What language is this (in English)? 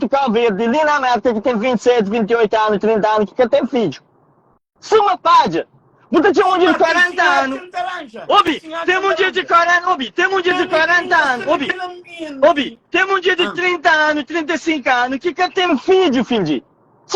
Kabuverdianu